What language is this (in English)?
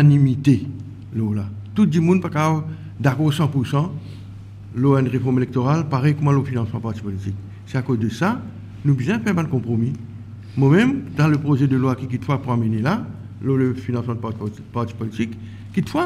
Morisyen